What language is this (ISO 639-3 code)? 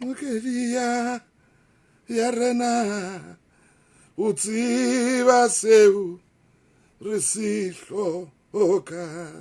sot